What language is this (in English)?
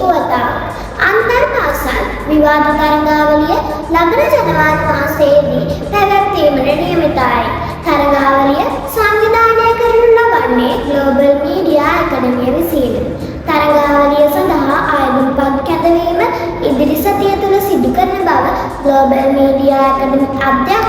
Sinhala